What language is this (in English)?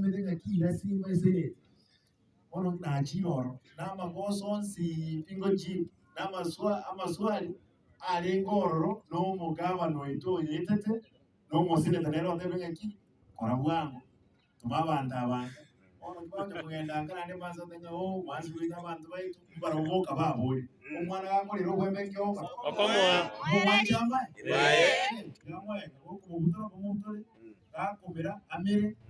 Gusii